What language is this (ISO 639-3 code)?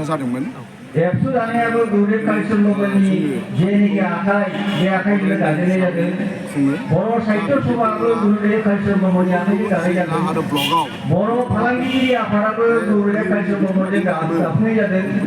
brx